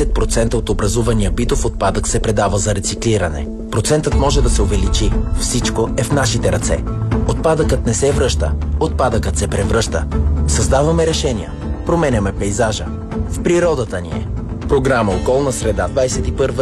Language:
Bulgarian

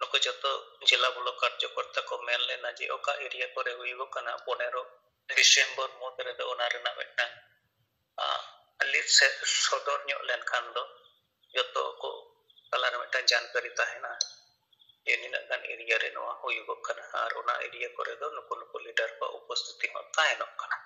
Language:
Santali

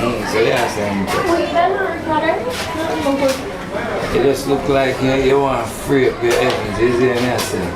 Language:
Jamaican Creole English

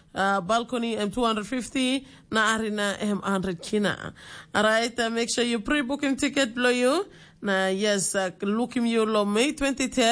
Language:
Tok Pisin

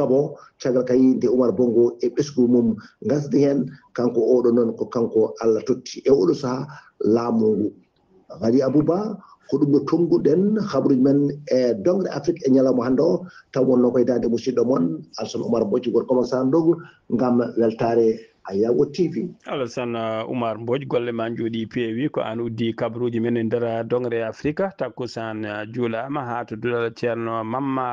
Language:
Fula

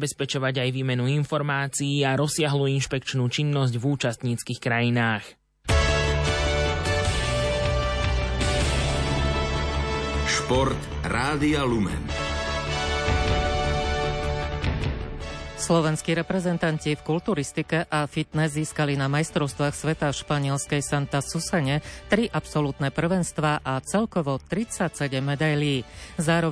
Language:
Slovak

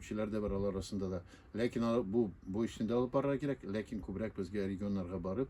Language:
Tatar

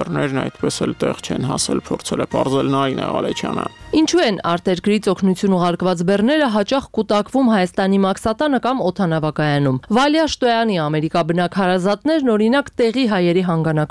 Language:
Armenian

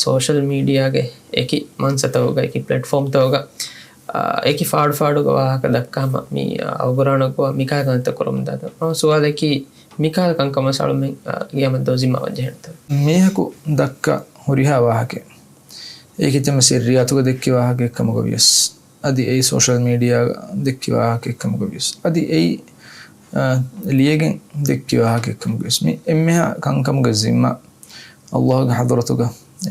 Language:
Divehi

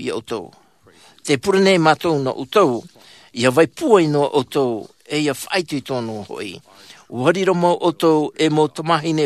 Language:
Tahitian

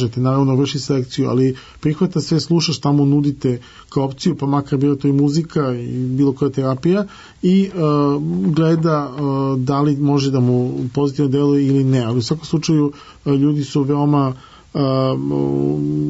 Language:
Serbian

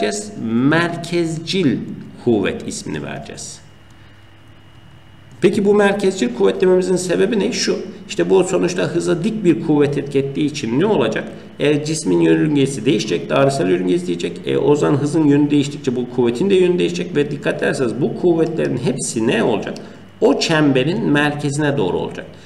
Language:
Turkish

